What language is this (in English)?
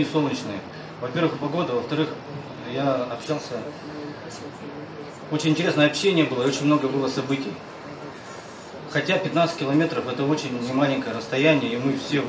Russian